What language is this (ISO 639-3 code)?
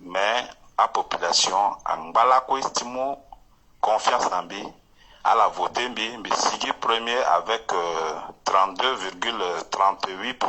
sag